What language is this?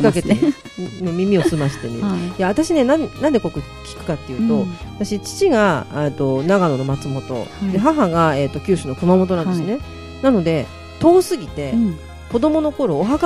Japanese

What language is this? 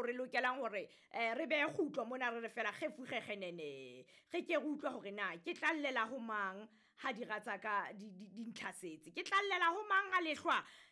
Southern Sotho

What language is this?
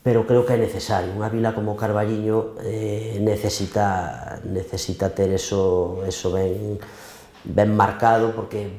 Galician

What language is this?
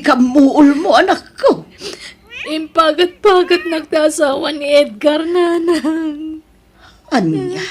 Iloko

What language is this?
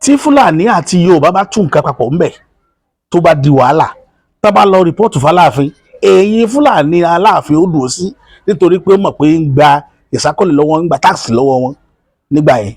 Yoruba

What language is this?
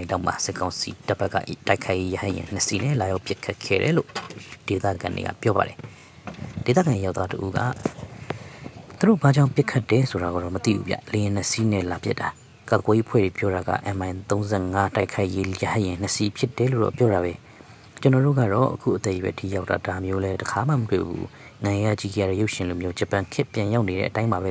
Burmese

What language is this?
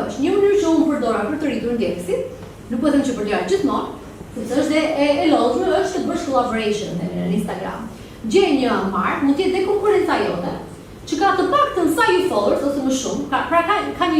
Albanian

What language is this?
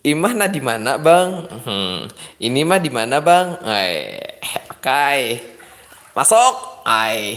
Banjar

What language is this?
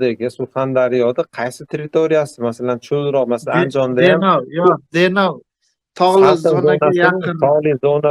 Uzbek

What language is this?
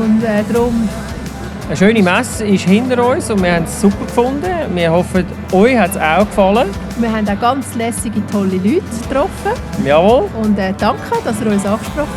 Swiss German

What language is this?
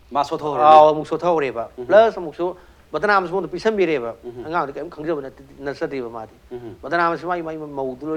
Manipuri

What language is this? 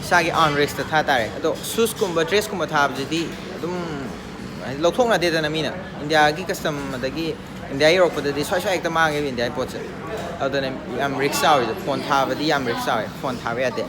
Manipuri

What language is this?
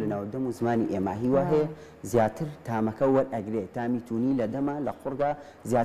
Central Kurdish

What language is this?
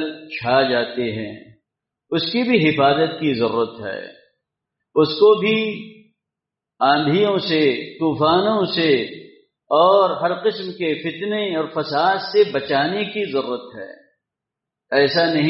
Urdu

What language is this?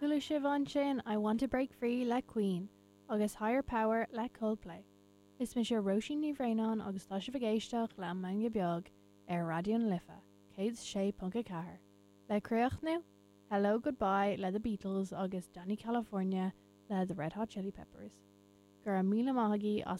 Irish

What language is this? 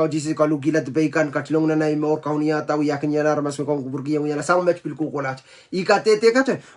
Pohnpeian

